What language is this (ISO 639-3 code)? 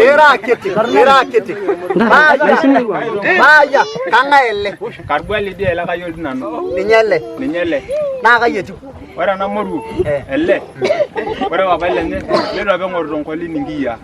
mas